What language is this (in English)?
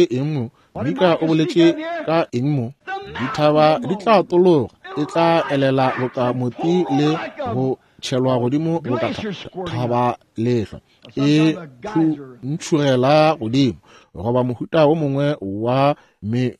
Northern Sotho